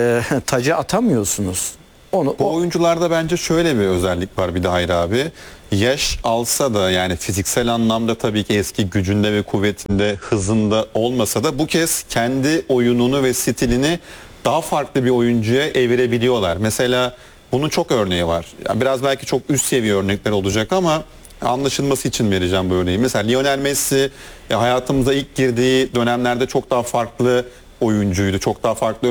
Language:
Turkish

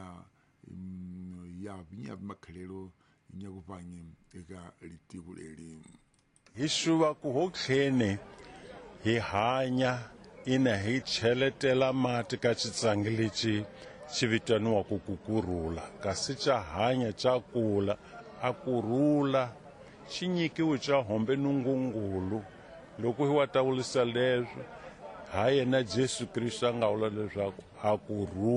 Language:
Tsonga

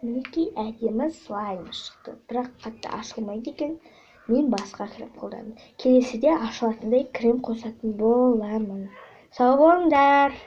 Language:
Kazakh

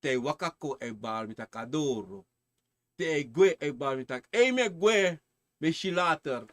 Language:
Sranan Tongo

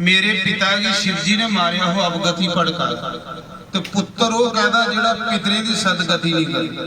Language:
Dogri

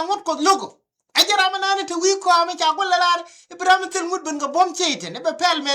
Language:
Nuer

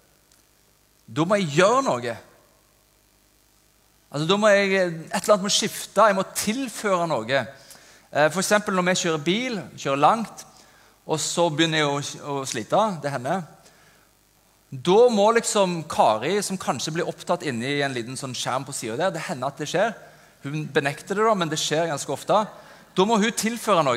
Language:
Norwegian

